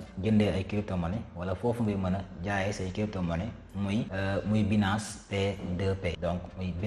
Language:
Wolof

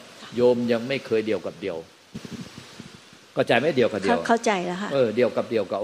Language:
Thai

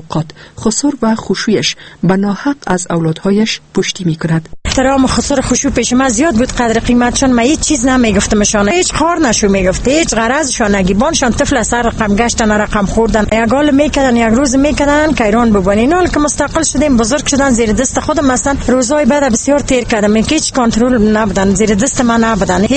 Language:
Persian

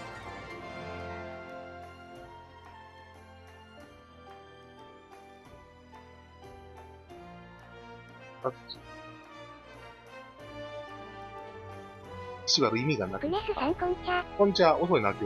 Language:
Japanese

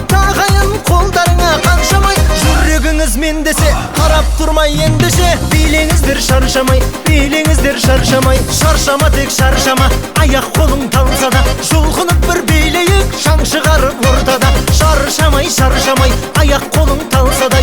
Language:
Kazakh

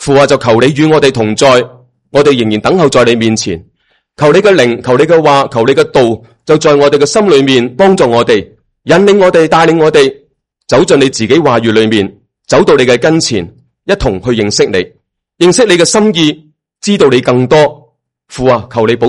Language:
Cantonese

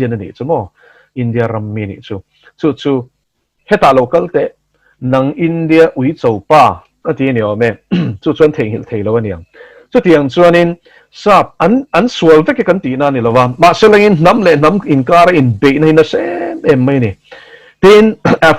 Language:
Mizo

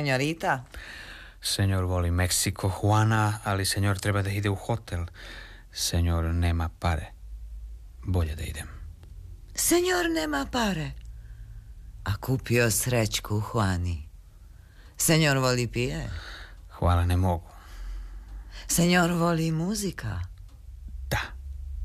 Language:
Serbian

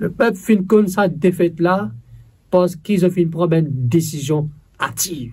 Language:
Morisyen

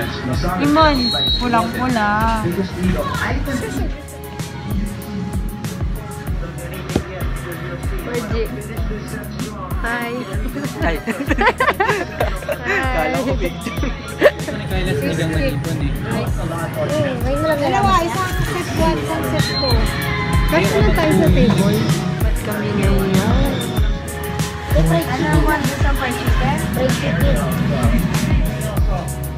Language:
Filipino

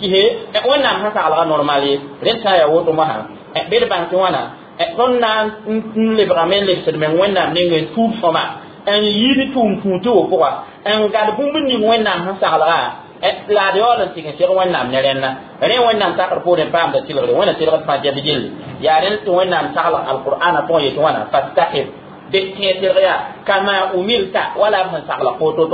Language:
Mossi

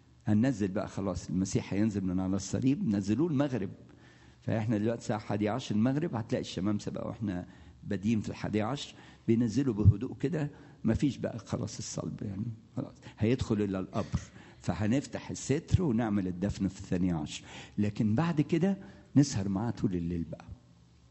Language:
Egyptian Arabic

